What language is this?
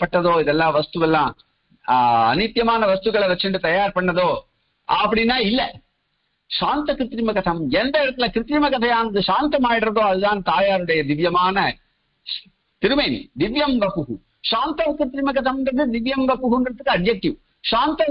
Tamil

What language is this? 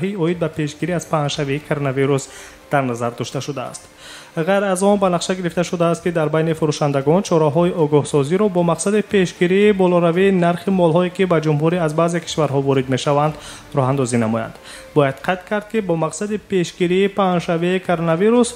Tajik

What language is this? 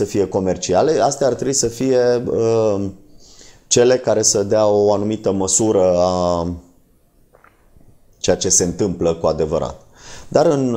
Romanian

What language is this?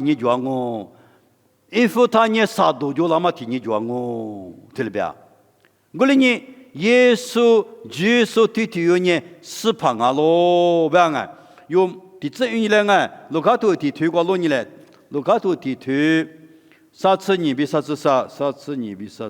Lisu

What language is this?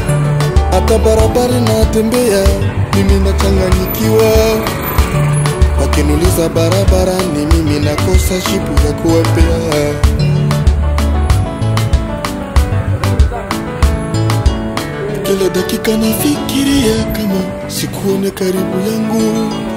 Swahili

